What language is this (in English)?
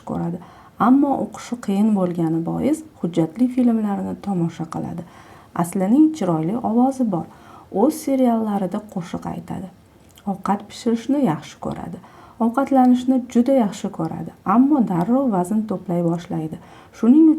Uzbek